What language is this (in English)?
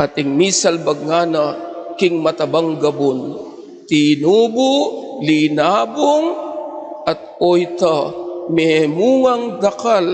Pampanga